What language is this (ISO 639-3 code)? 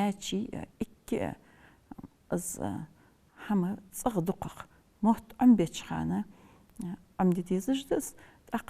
inh